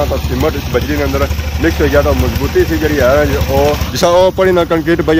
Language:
Pahari-Potwari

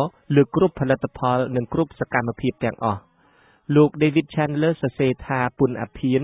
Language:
Khmer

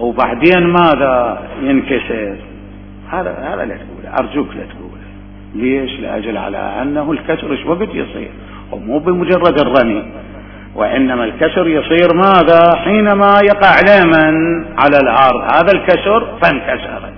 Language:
Mesopotamian Arabic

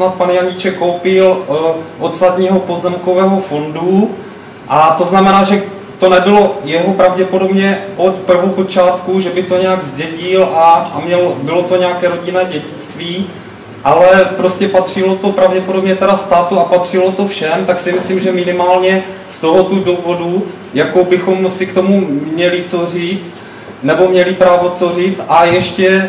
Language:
Czech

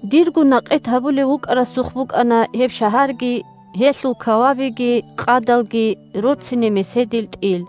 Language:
Avaric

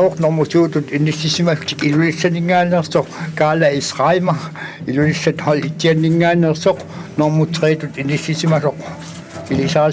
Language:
Kalaallisut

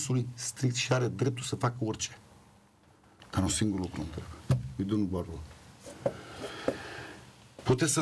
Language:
Romanian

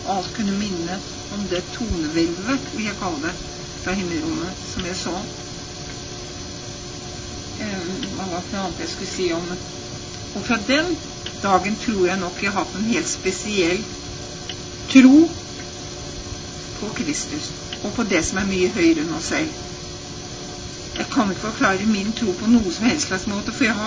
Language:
Norwegian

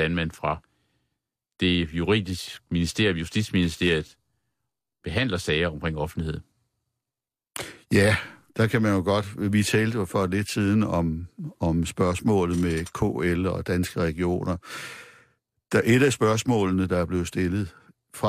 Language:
Danish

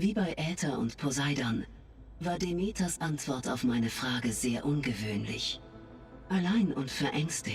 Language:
Bavarian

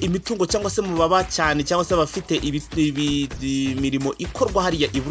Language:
Kinyarwanda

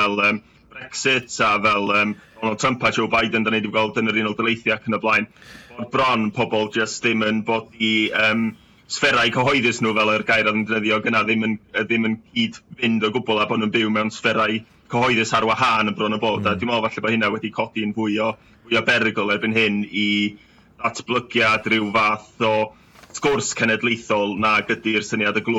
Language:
Welsh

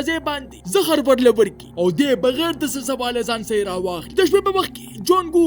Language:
Pashto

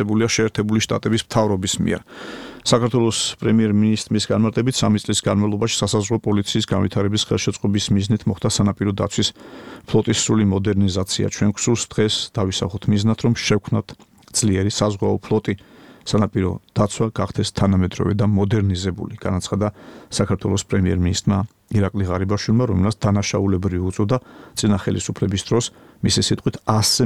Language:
Georgian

